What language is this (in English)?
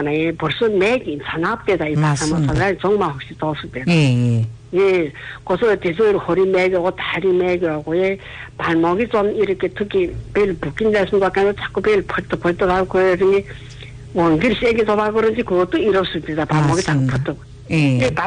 Korean